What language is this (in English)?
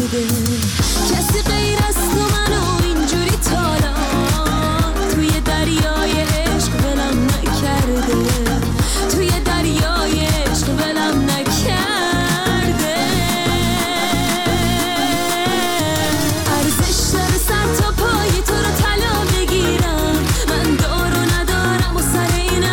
Persian